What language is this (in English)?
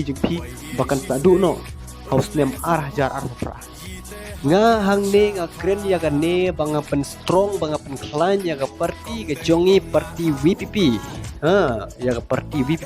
Khasi